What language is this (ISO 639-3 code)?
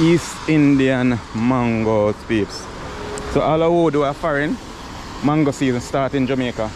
jam